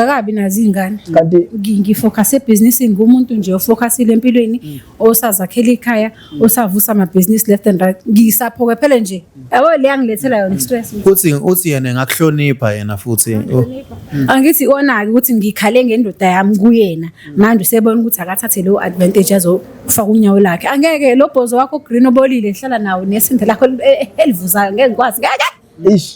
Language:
Zulu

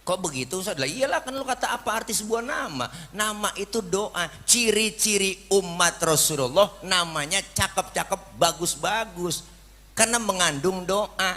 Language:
Betawi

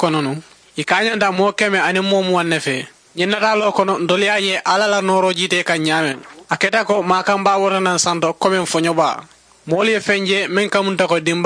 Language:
Mandingo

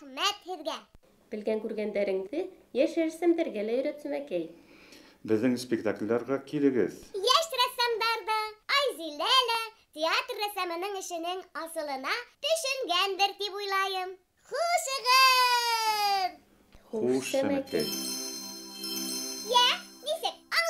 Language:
Bashkir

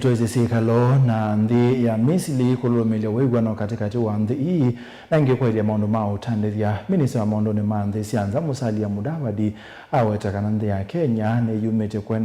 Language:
Kamba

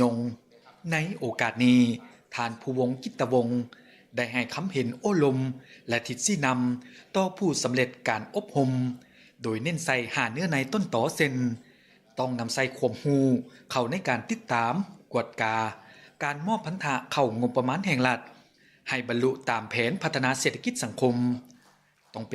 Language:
Lao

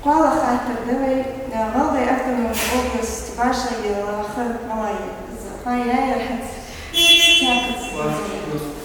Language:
Ingush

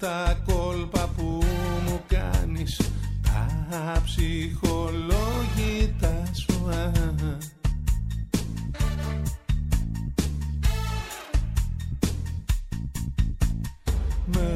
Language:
Greek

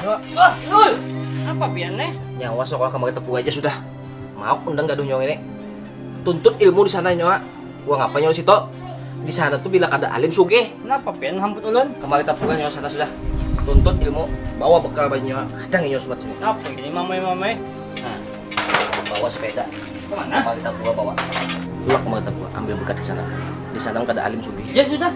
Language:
Banjar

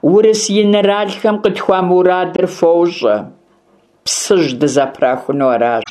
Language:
Kabardian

